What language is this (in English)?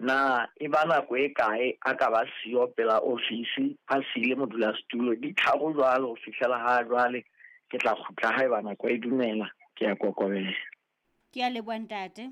Southern Sotho